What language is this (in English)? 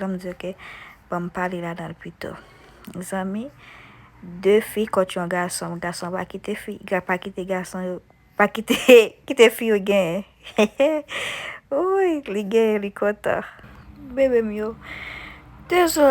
Haitian Creole